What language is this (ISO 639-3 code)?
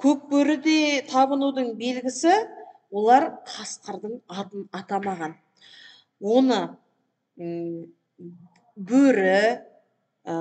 kaz